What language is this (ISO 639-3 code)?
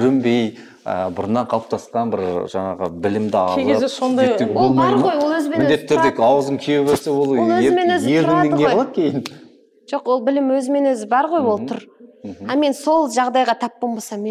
kaz